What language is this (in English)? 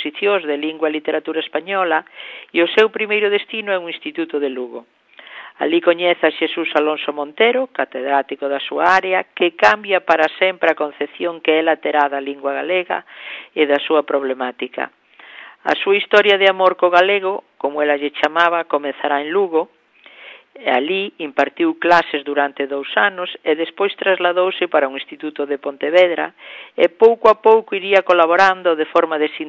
Galician